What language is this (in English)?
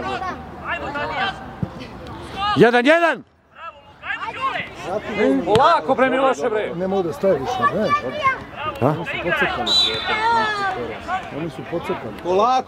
Serbian